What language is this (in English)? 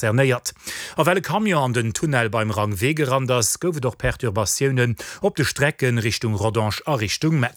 Luxembourgish